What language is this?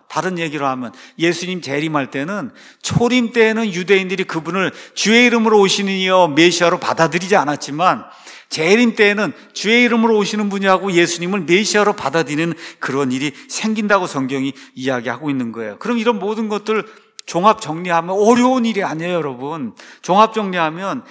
Korean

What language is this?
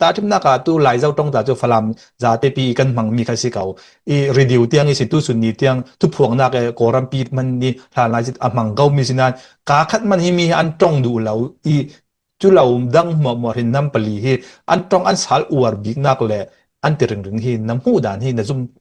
Falam Chin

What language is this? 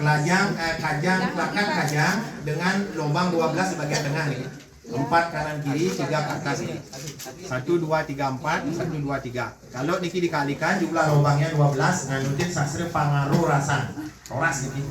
Balinese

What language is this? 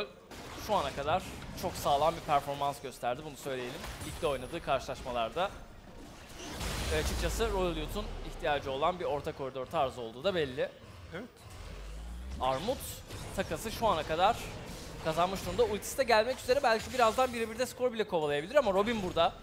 Turkish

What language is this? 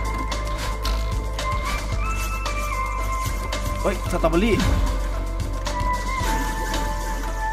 Thai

